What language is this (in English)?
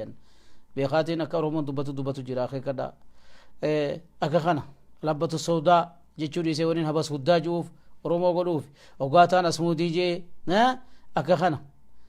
Oromo